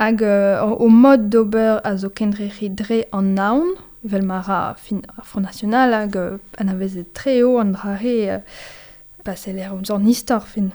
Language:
Breton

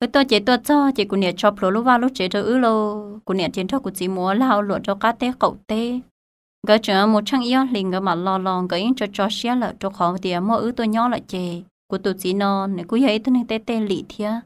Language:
Hmong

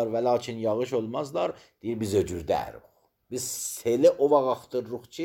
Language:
Azerbaijani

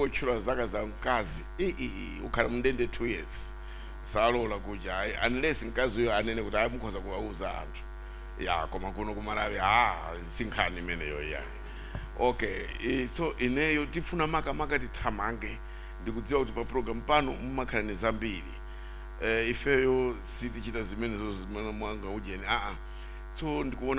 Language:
Nyanja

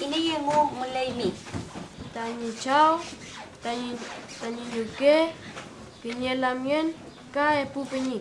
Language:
Mapuche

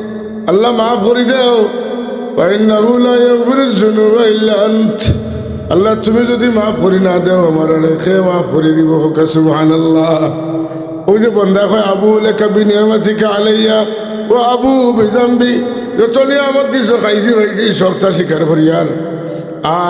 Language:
Sylheti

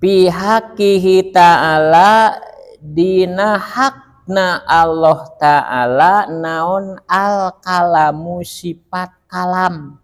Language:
Sundanese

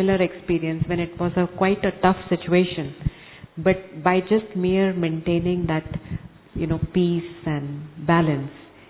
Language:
Hindi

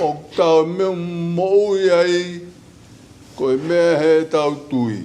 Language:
Tongan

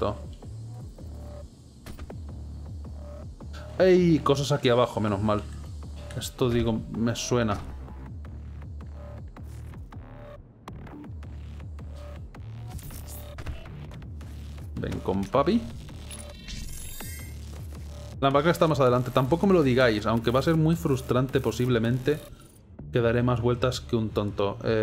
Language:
Spanish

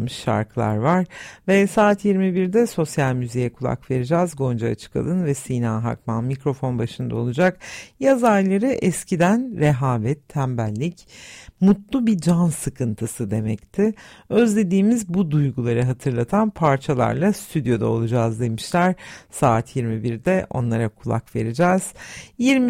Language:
Turkish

